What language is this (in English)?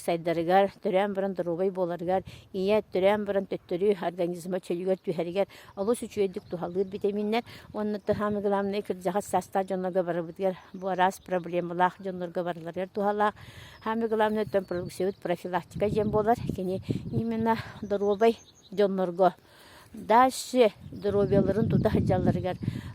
Yakut